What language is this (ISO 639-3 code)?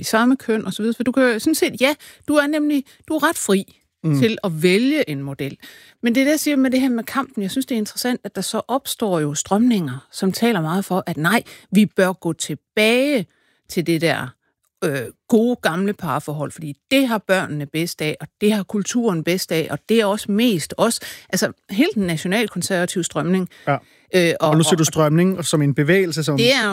dan